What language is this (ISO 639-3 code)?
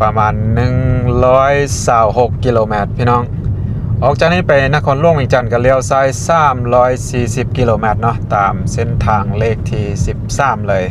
lao